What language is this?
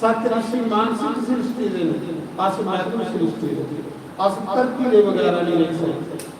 Dogri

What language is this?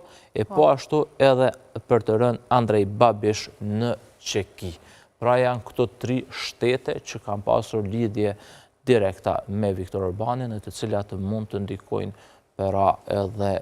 Albanian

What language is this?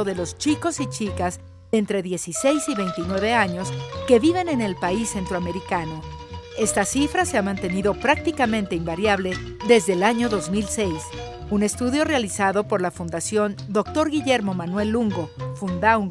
Spanish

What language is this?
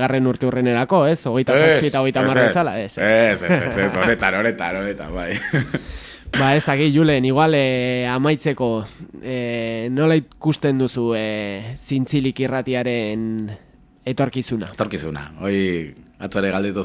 Basque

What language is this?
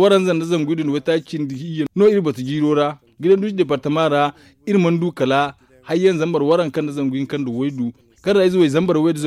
Zarma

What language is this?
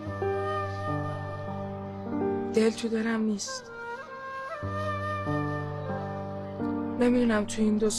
Persian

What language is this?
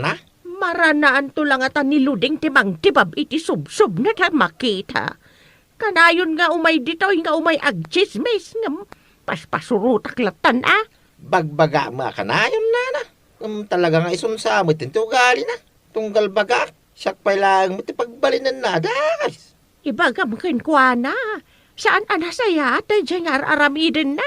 Iloko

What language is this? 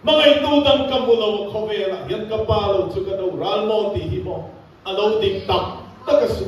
Mizo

